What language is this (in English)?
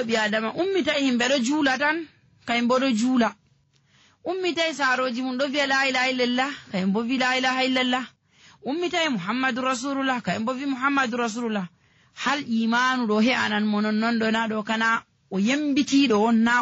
Nigerian Fulfulde